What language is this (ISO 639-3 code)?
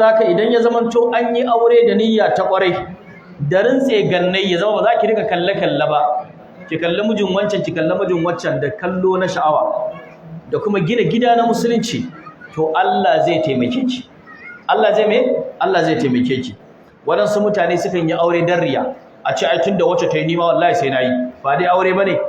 hau